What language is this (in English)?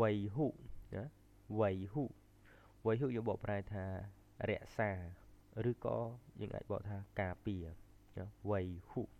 Khmer